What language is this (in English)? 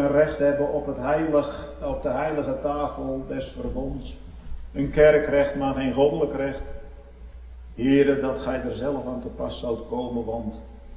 Dutch